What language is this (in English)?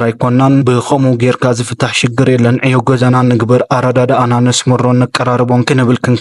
Tigrinya